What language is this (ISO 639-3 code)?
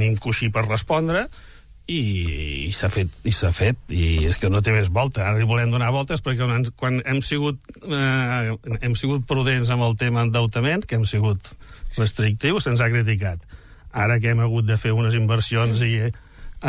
cat